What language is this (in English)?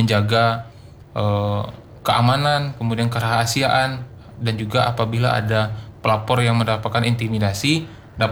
Indonesian